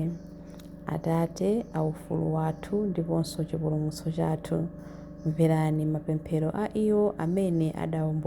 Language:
Nyanja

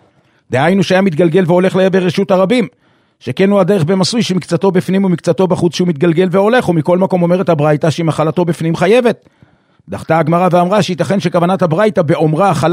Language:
Hebrew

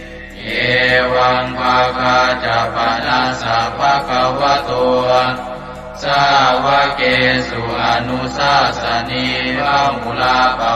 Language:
Pali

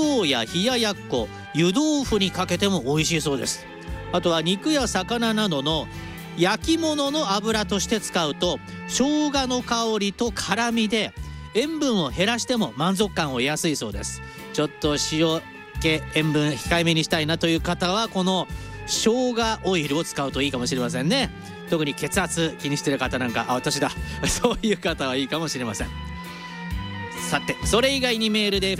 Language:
Japanese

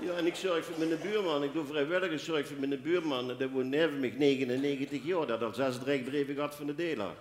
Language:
Limburgish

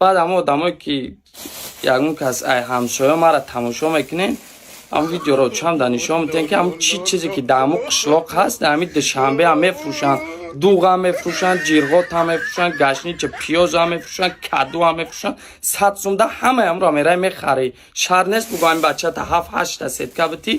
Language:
Tajik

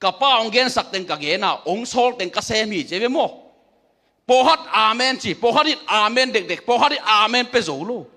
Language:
Tedim Chin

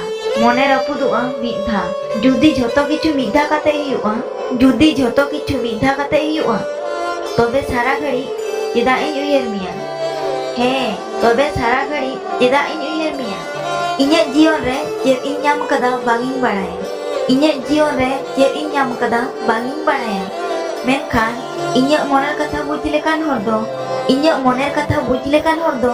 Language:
Santali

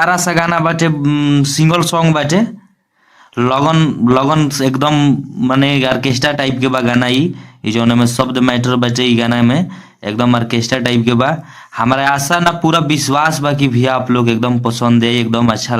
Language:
Bhojpuri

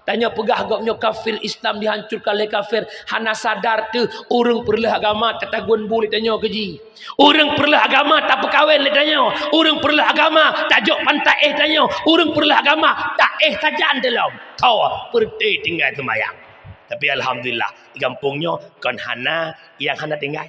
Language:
Achinese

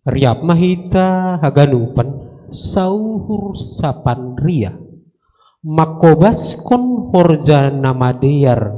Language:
Batak Simalungun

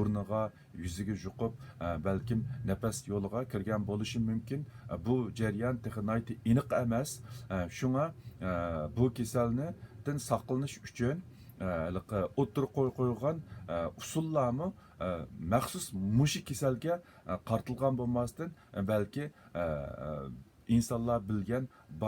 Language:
Uyghur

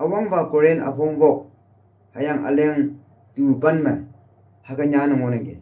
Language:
Konyak Naga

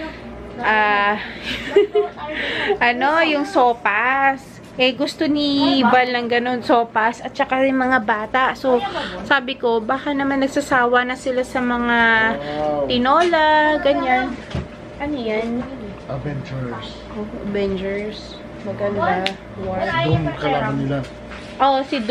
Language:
Filipino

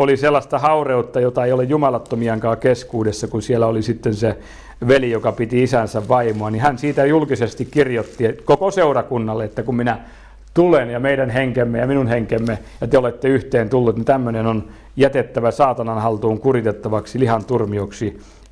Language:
Finnish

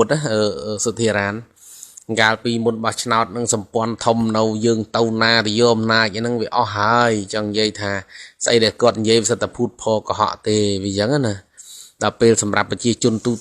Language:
Khmer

